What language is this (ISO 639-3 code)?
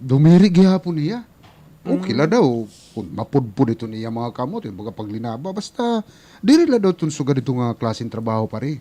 war